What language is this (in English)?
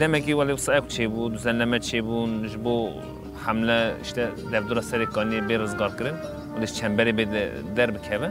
Kurdish